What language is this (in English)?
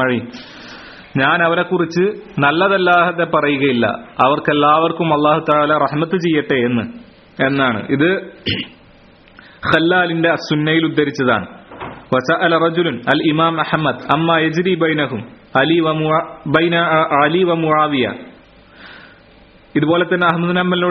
Malayalam